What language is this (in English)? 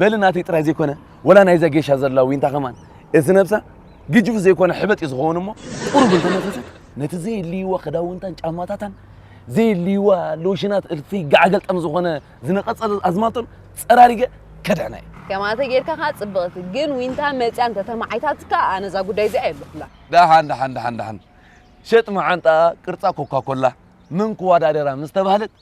Tigrinya